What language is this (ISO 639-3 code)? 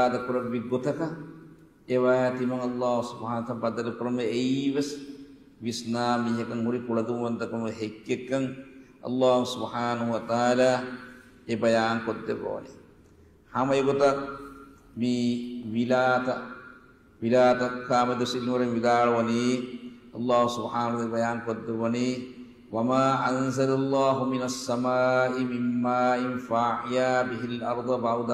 div